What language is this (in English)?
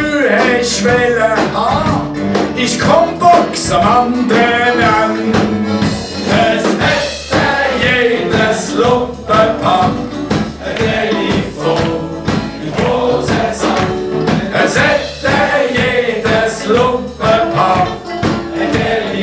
Swiss German